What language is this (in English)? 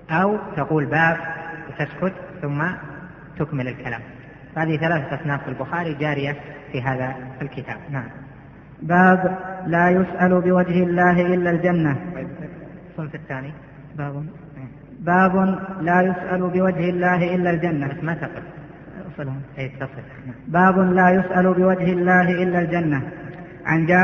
Arabic